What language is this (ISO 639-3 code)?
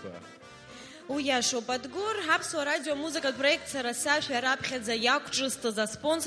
abk